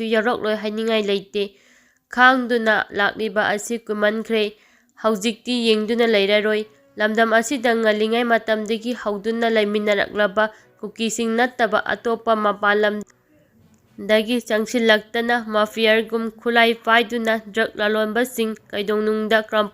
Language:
Manipuri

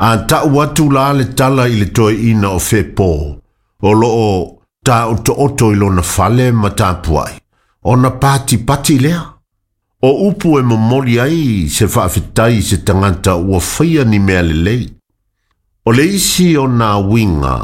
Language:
Samoan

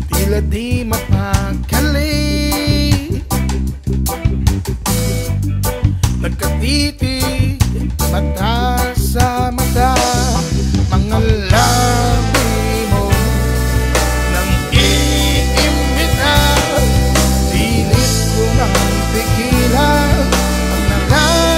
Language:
Filipino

